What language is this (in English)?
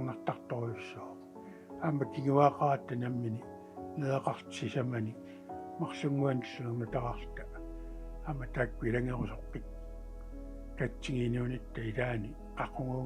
Kalaallisut